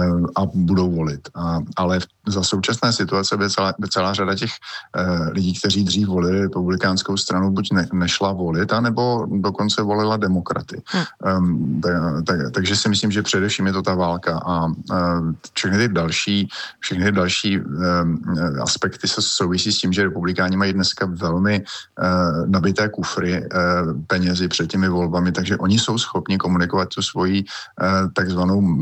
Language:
Czech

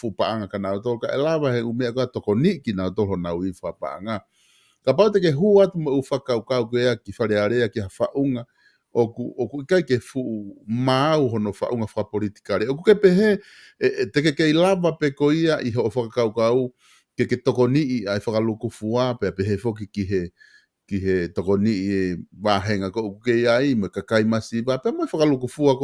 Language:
Tongan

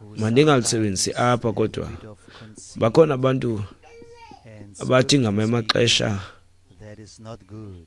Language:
Xhosa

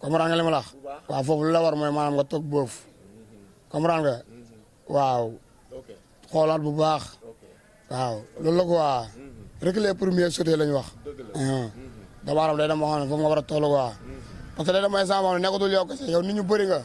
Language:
Wolof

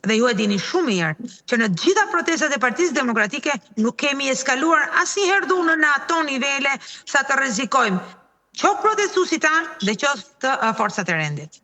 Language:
Albanian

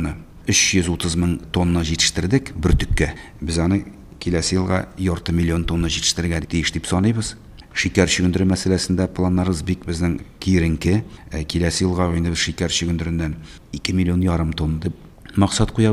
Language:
Tatar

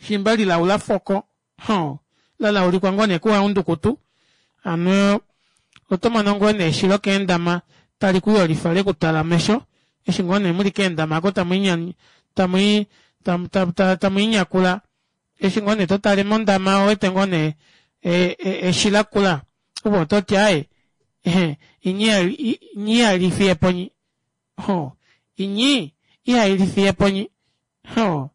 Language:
Kuanyama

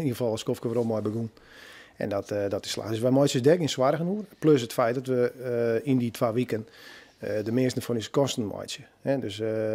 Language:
Western Frisian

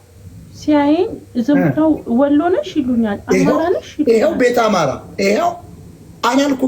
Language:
Amharic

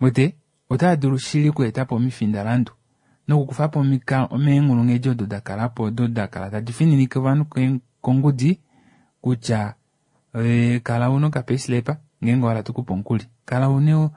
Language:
Kuanyama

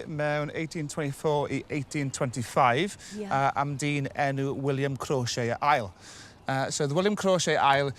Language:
Welsh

